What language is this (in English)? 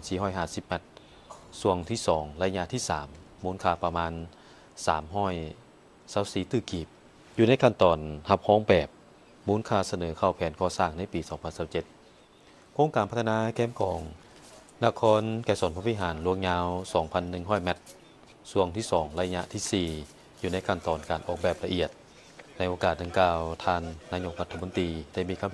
Lao